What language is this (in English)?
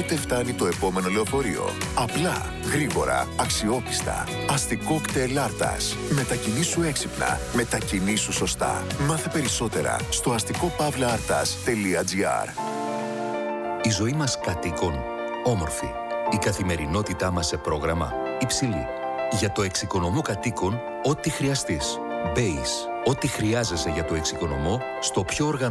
Greek